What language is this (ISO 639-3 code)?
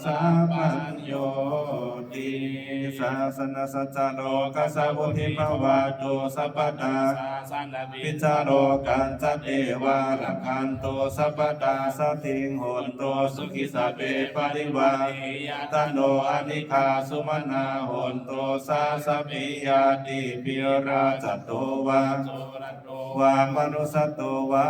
pli